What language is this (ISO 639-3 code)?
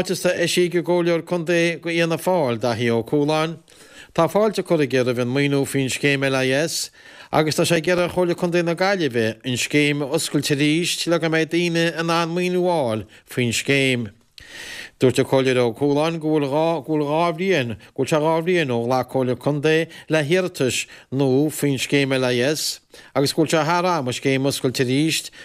gle